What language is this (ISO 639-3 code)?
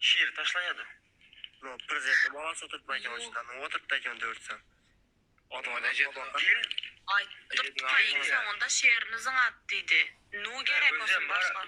tuk